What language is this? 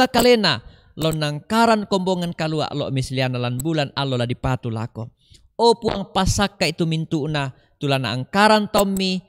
Toraja-Sa'dan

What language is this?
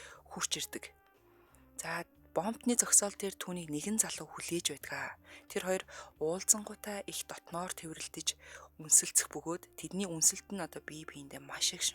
Mongolian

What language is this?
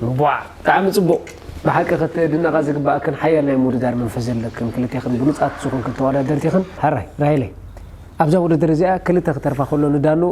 Tigrinya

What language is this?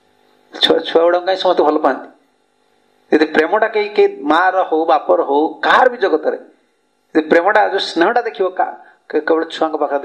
Odia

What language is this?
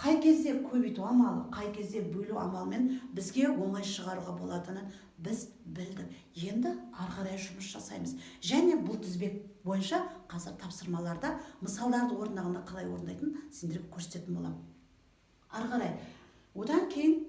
Kazakh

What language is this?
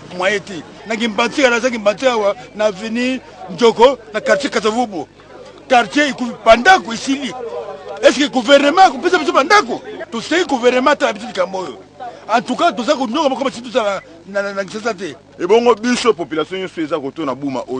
Lingala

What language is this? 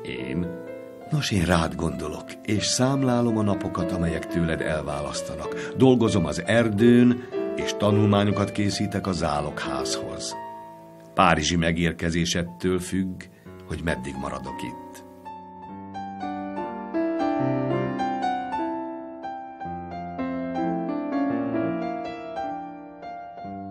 Hungarian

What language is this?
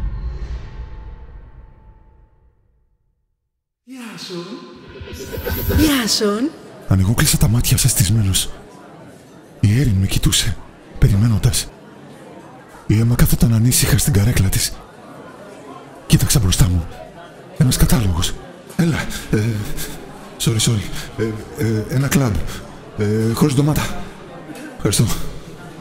Greek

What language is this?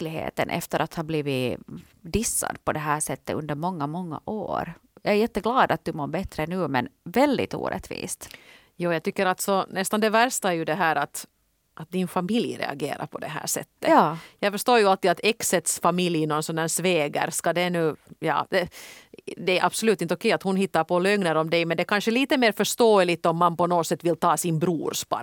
Swedish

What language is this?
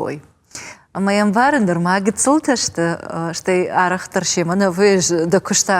Ossetic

